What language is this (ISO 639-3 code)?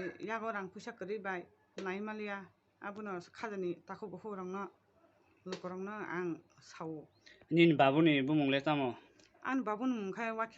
trp